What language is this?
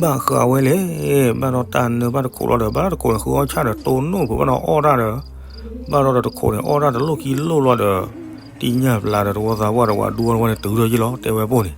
S'gaw Karen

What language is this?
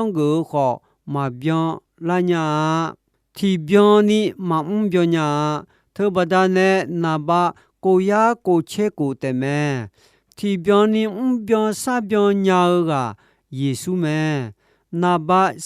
Akha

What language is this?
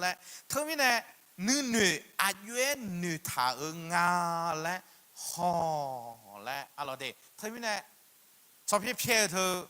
Akha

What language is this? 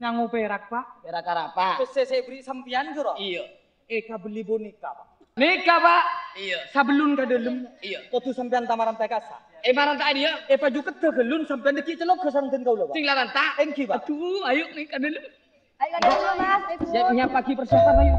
Madurese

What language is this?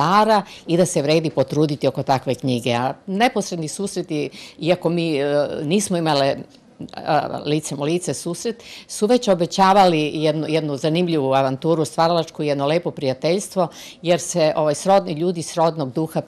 Serbian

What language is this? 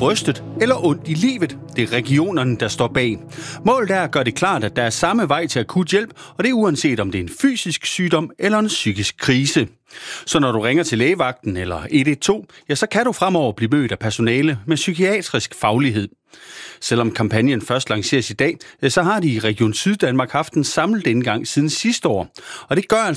Danish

